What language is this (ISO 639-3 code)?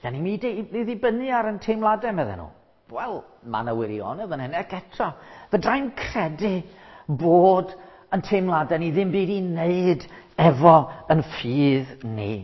cym